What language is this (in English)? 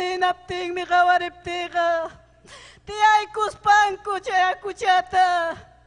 Ayacucho Quechua